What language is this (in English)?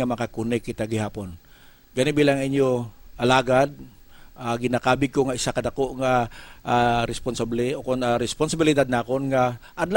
Hiligaynon